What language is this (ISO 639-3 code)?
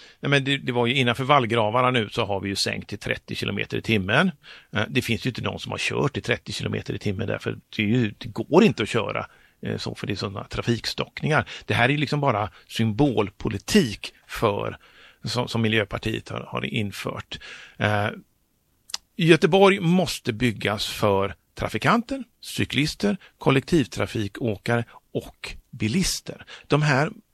swe